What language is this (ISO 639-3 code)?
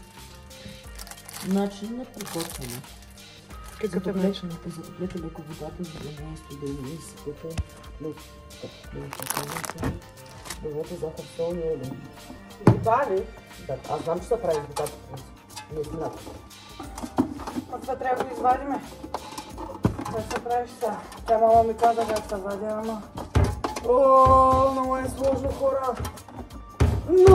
bul